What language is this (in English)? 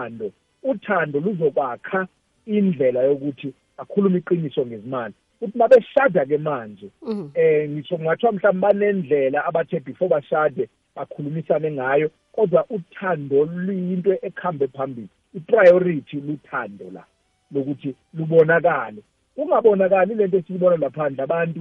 South Ndebele